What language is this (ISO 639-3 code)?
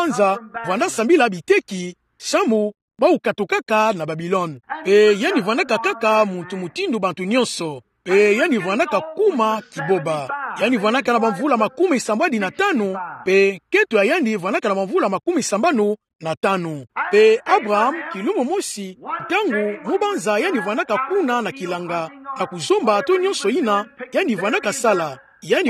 ktu